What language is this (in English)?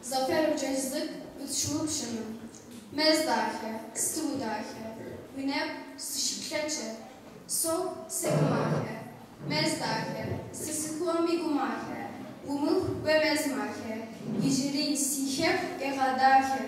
Kabardian